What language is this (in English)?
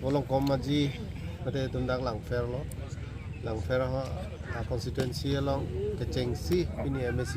Karbi